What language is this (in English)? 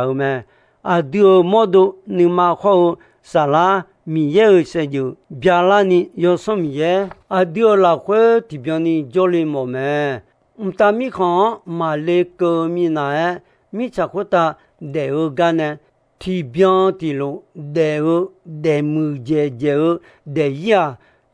Akha